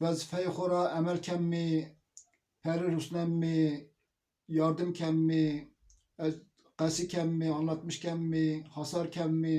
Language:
Zaza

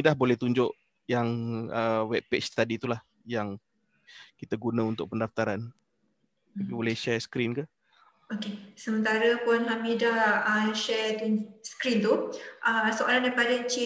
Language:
Malay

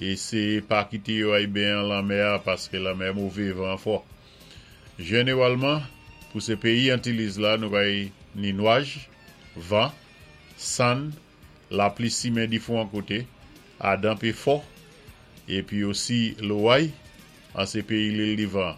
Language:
Saint Lucian Creole French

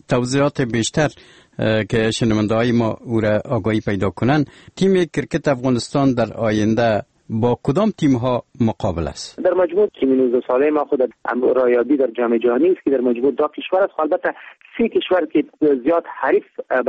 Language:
Persian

